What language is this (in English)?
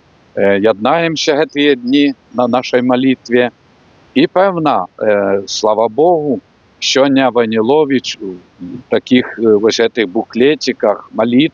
Belarusian